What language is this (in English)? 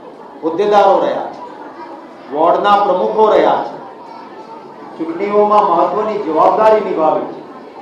Gujarati